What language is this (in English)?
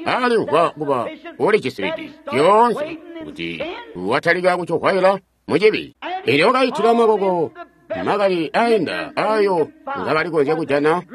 Tonga (Zambia)